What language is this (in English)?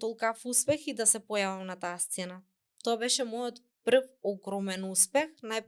Macedonian